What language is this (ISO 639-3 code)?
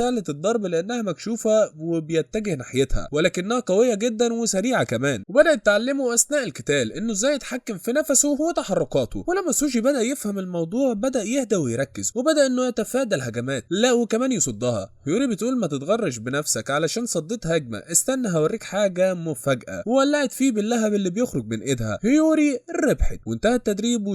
arz